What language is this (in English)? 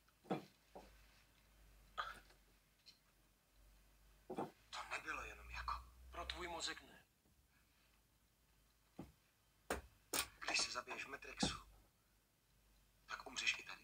Czech